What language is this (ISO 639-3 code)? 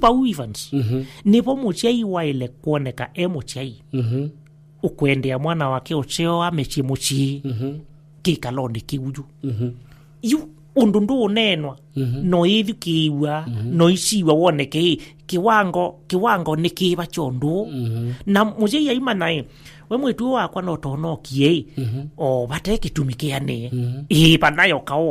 kam